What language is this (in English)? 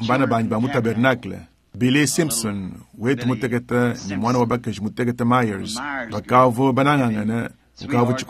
Luba-Lulua